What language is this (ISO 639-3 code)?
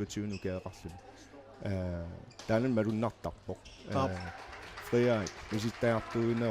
kal